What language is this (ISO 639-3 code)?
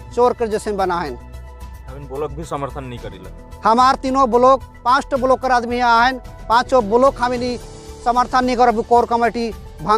sck